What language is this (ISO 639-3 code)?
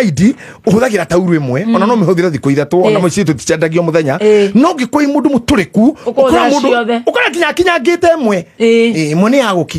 kik